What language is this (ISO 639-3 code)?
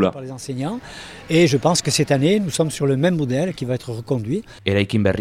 eus